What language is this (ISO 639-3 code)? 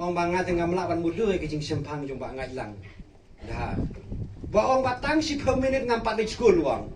kha